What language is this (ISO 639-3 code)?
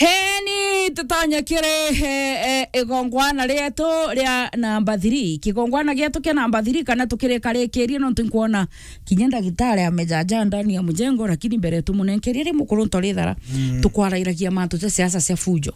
mer